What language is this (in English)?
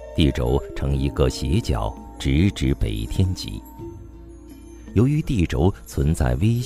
Chinese